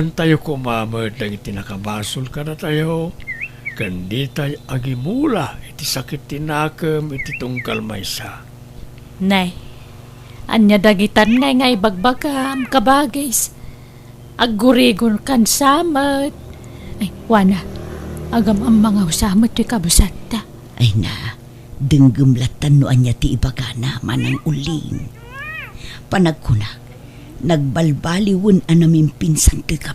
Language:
Iloko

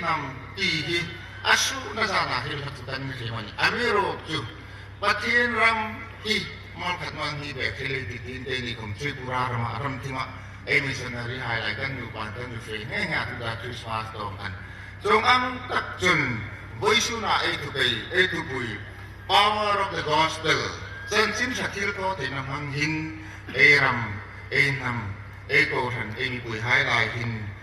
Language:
Hmar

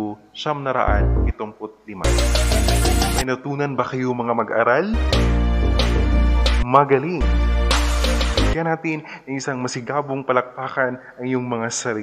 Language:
Filipino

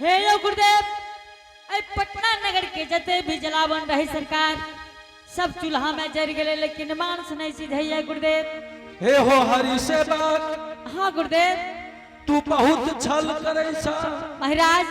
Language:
Angika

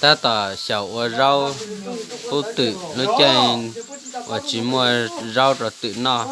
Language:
Hmong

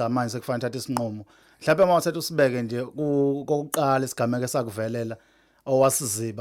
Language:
Zulu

